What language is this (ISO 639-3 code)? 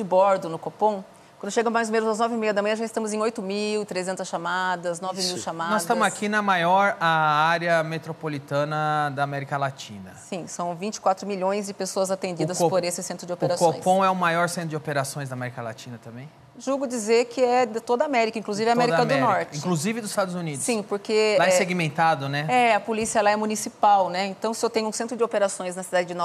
por